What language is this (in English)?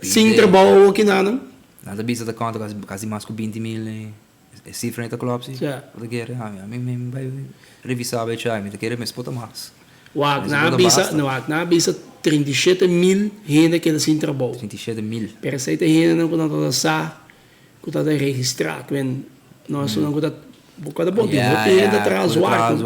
Papiamento